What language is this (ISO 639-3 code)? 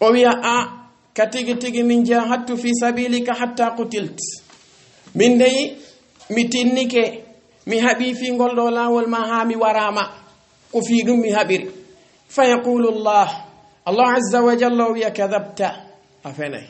ful